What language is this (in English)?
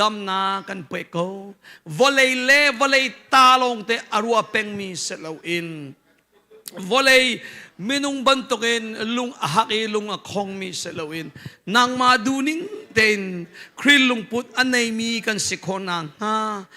Hakha Chin